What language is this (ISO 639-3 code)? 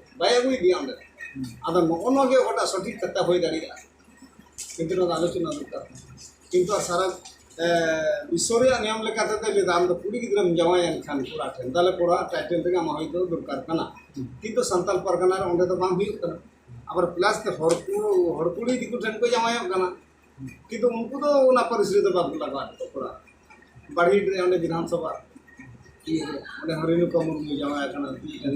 sat